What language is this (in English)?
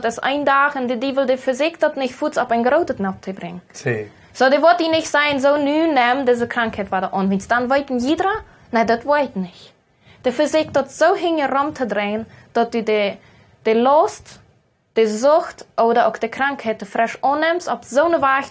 Plautdietsch